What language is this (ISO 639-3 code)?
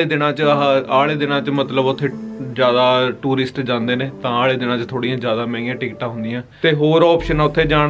pan